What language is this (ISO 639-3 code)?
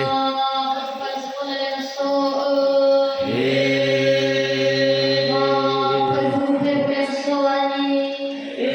nia